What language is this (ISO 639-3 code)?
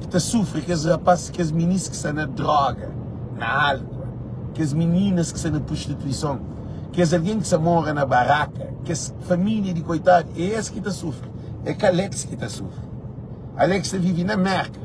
kea